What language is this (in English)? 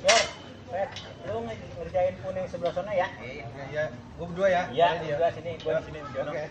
Betawi